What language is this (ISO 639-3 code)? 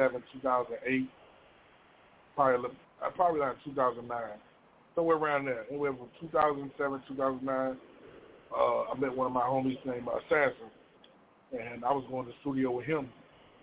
eng